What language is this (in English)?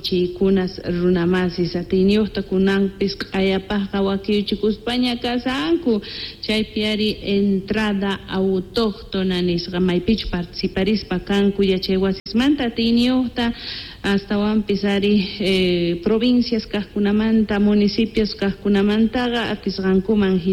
South Bolivian Quechua